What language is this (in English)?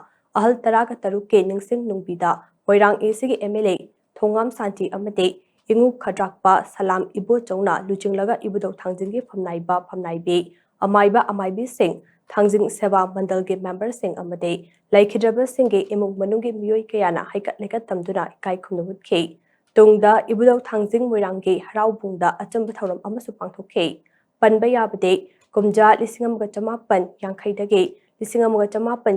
Manipuri